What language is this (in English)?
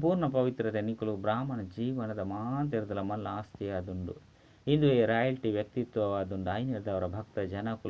Tulu